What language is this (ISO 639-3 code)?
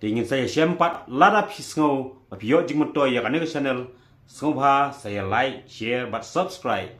kha